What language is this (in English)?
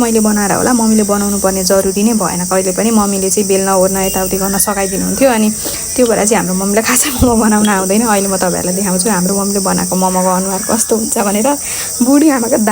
Nepali